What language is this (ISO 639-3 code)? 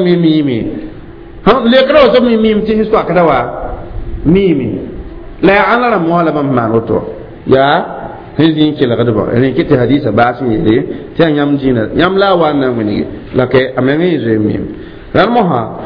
mos